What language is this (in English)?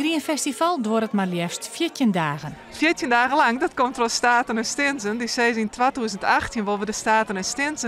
Western Frisian